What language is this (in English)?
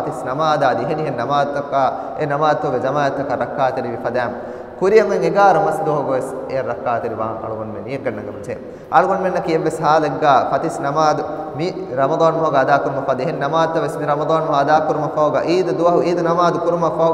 Divehi